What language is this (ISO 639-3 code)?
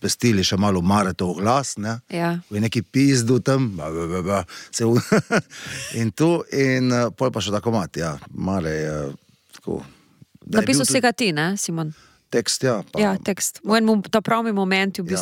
slv